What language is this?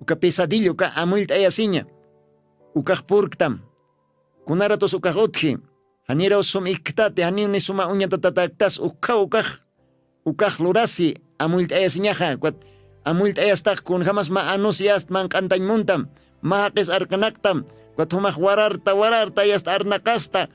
Aymara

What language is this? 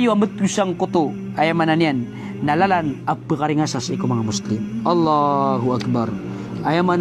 Maranao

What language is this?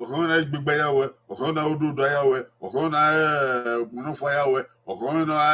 Bini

